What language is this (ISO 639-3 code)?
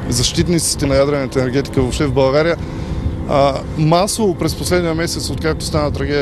bul